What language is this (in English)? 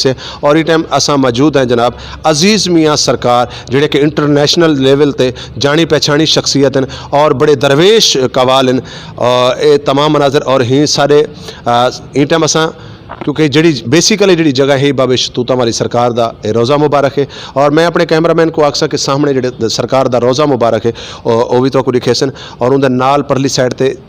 Saraiki